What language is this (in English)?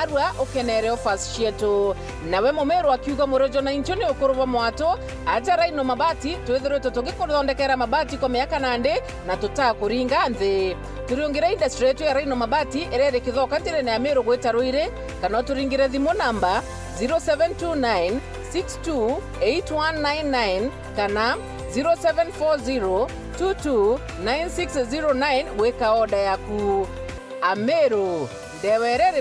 Meru